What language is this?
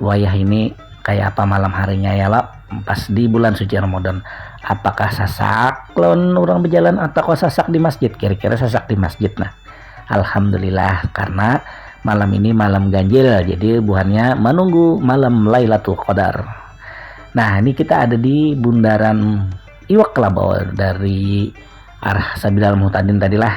Banjar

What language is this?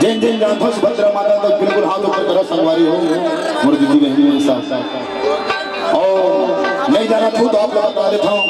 Chhattisgarhi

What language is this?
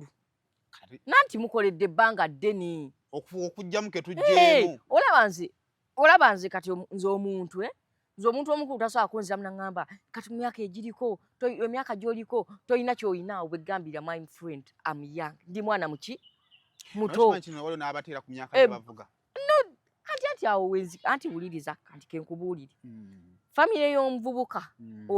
Ganda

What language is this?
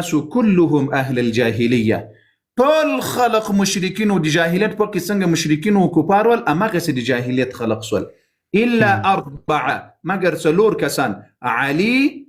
Pashto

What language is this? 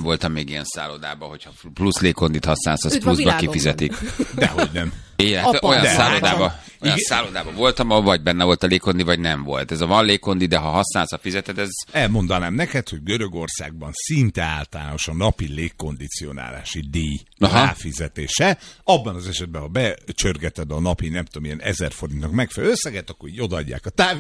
Hungarian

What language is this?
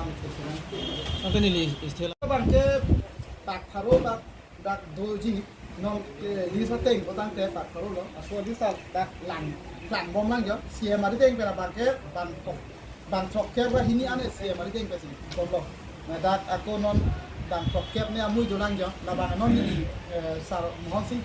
Karbi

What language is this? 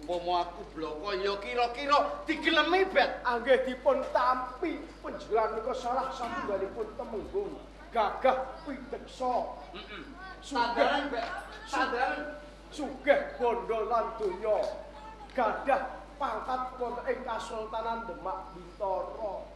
Javanese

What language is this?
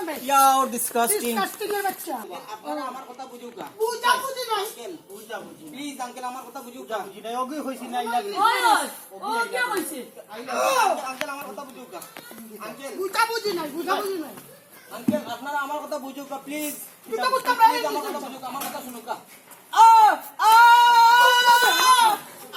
Sylheti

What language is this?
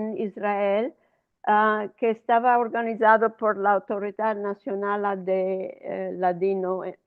Ladino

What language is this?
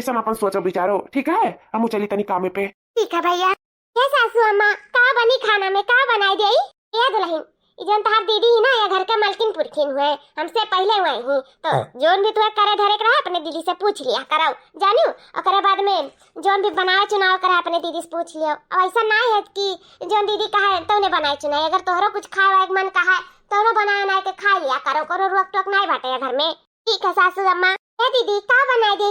Awadhi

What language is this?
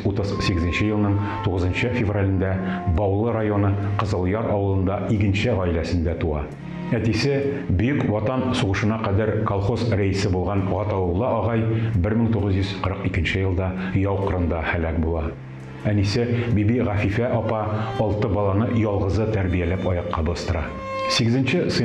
Tatar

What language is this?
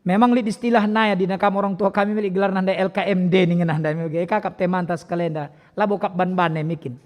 Batak Karo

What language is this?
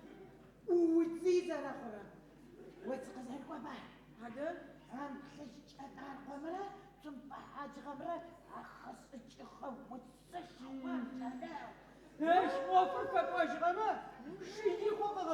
Adyghe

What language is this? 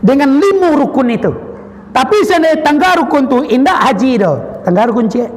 Minangkabau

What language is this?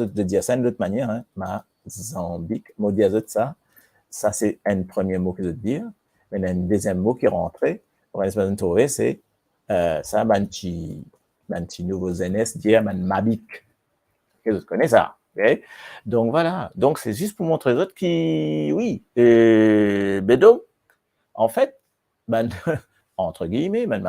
Morisyen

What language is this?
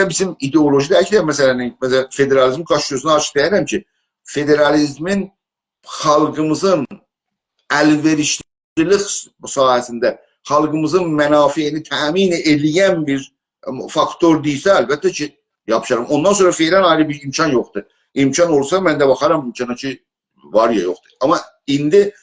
South Azerbaijani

